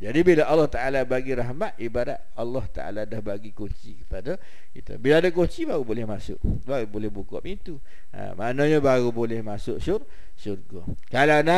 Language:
Malay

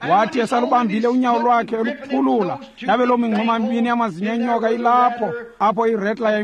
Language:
Xhosa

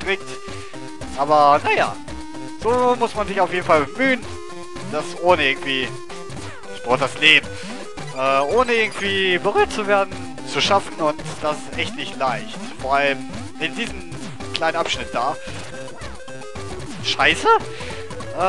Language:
German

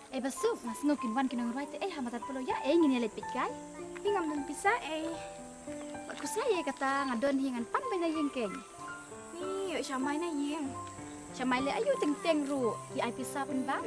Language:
Khasi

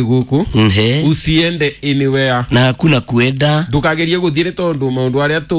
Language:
Kikuyu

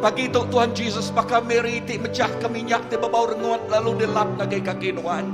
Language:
Iban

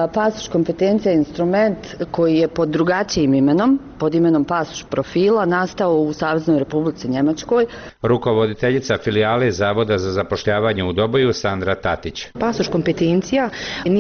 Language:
Bosnian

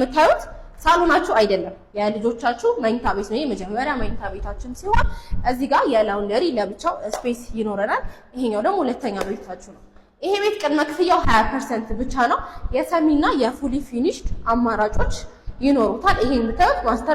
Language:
Amharic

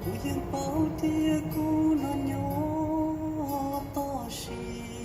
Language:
Hmong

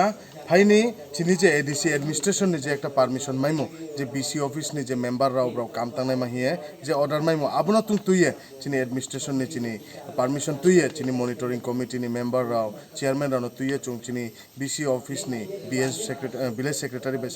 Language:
Kok Borok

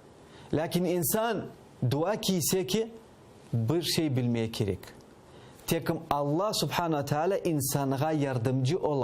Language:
Crimean Tatar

